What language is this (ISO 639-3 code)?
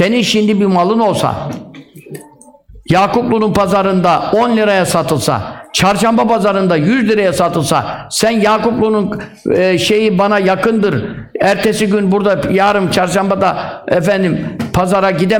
tur